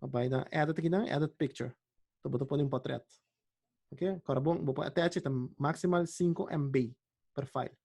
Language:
Papiamento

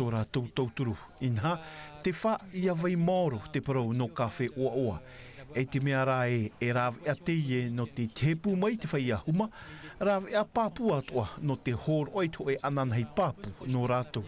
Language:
Tahitian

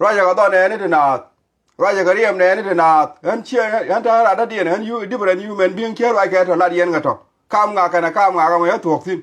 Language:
Nuer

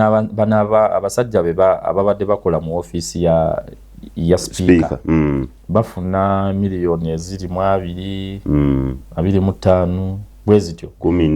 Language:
Ganda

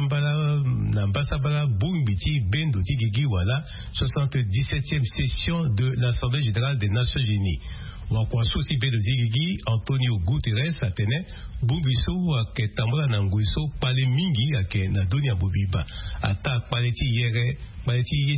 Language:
Sango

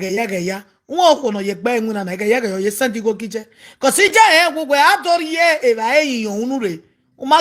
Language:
Nigerian Pidgin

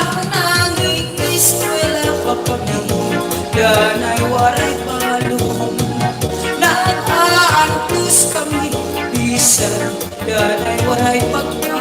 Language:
Waray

